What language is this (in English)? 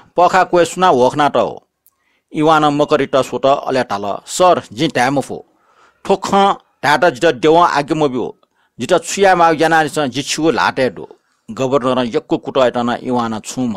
Newari